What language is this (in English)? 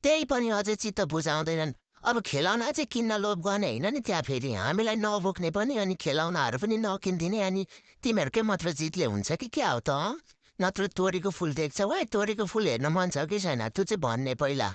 Nepali